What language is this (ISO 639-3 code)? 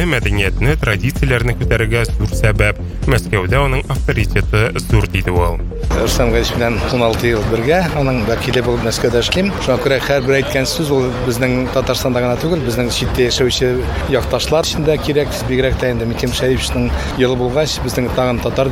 tat